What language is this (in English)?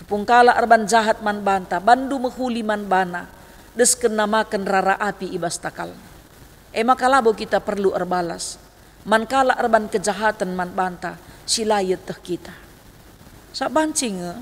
Batak Karo